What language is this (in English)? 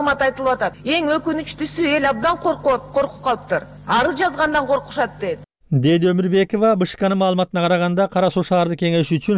Kyrgyz